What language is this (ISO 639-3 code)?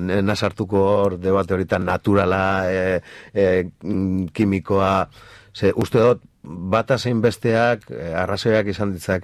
eus